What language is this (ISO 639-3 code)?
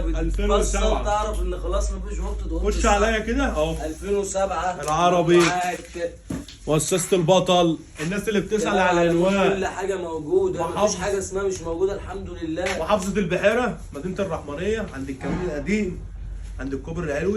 arz